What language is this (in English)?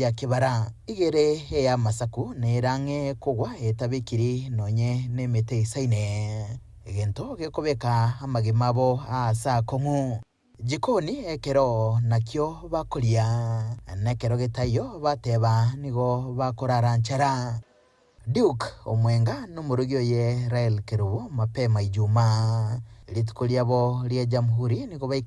Gusii